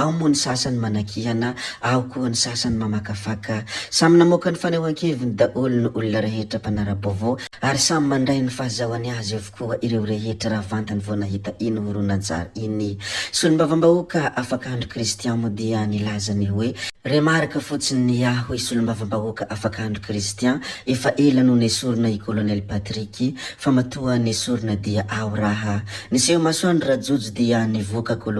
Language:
Malagasy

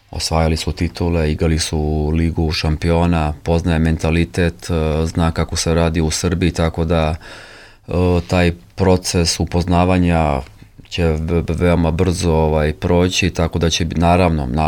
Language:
Serbian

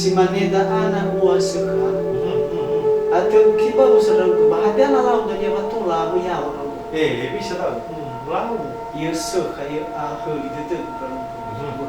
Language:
Nias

